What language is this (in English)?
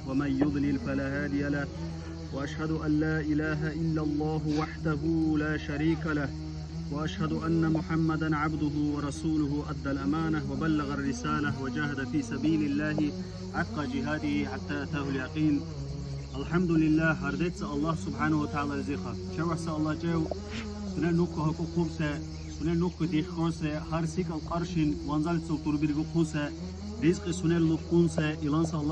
Dargwa